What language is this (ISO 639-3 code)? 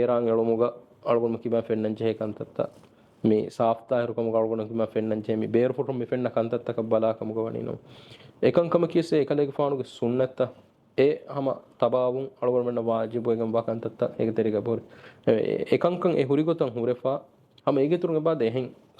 div